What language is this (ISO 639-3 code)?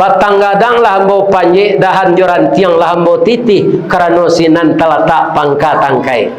min